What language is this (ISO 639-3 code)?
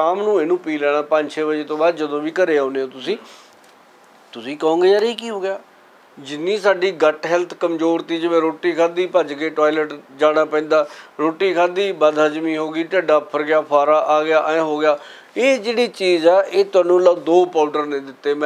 pan